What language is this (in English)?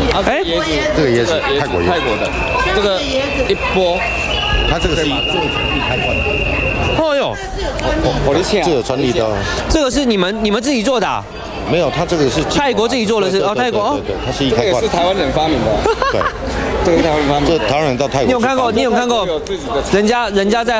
Chinese